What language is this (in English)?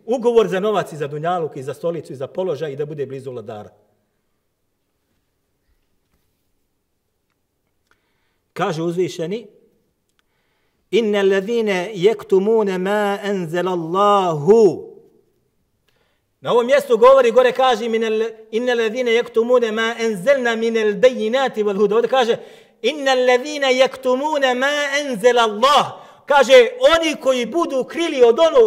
Bosnian